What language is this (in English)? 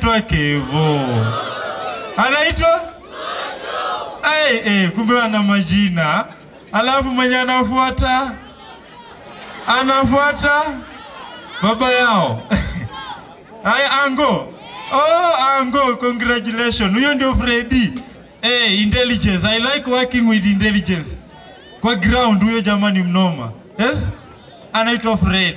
Swahili